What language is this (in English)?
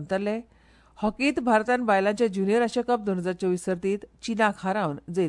Konkani